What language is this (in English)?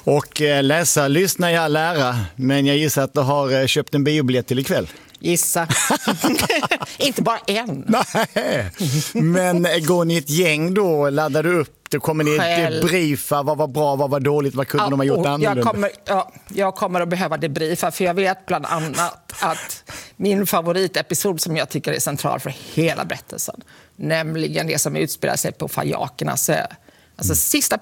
Swedish